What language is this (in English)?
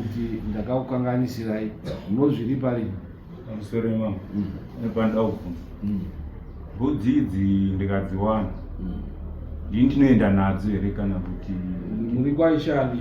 Shona